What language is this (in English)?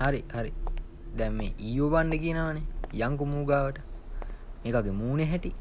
Sinhala